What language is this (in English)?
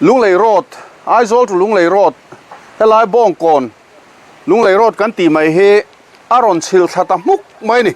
Mizo